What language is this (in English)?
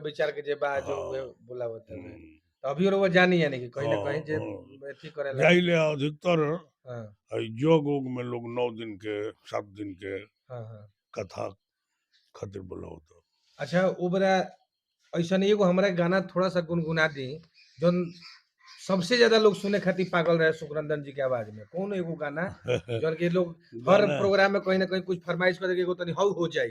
Bhojpuri